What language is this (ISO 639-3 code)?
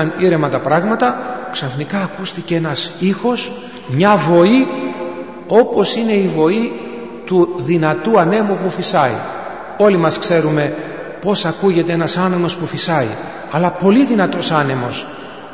ell